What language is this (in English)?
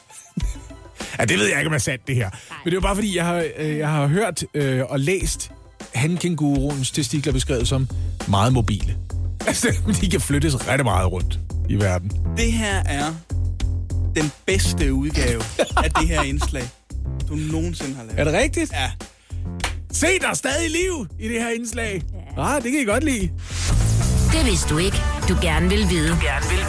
Danish